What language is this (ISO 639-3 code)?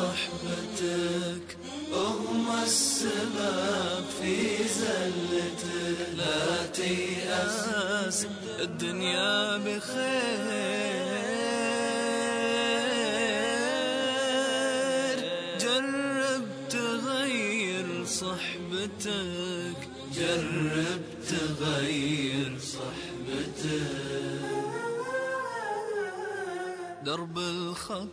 bos